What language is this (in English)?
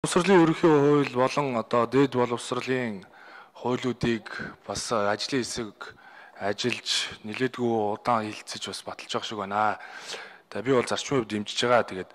Mongolian